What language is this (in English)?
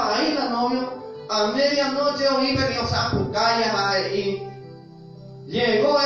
Guarani